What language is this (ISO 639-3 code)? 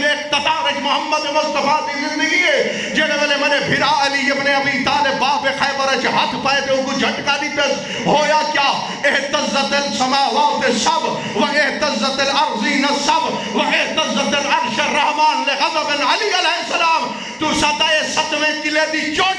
skr